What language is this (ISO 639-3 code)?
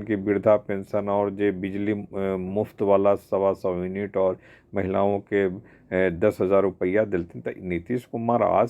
mag